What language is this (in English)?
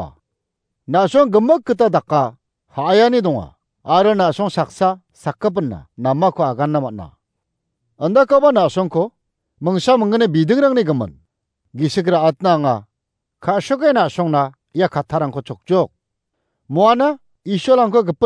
Garo